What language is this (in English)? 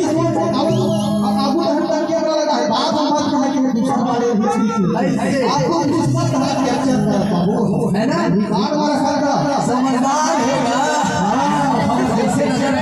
Chhattisgarhi